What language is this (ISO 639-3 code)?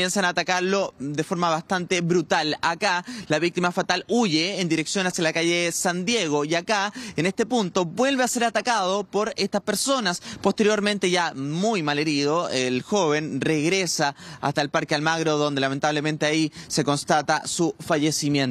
spa